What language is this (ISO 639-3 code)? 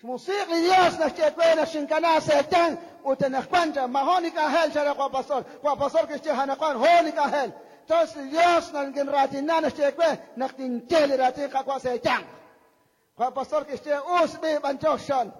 kek